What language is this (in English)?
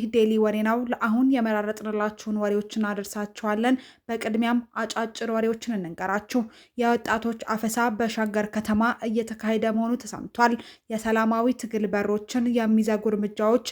Amharic